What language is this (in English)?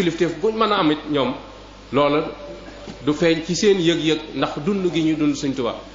Wolof